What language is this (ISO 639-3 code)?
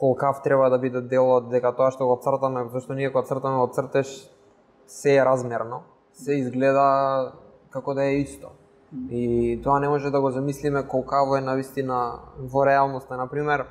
mkd